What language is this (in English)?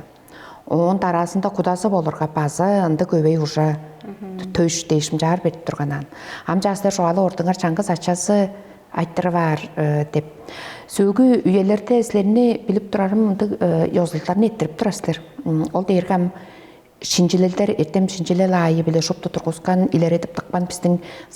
Tuvinian